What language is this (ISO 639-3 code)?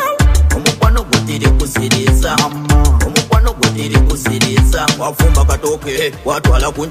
xog